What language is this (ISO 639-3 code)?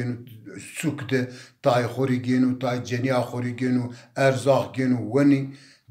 zza